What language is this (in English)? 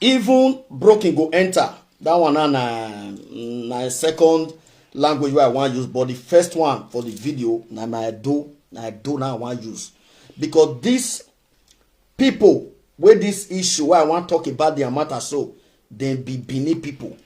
Nigerian Pidgin